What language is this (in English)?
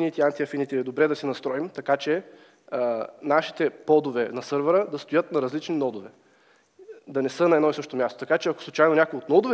Bulgarian